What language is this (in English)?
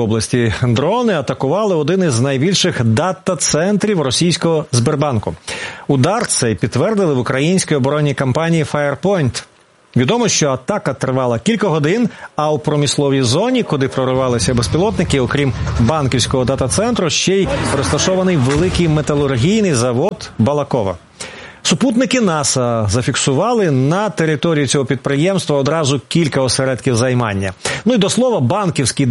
Ukrainian